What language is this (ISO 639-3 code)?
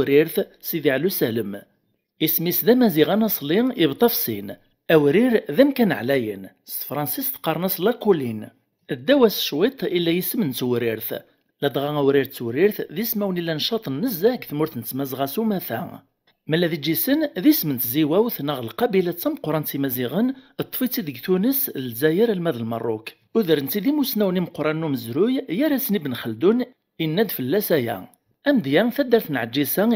kab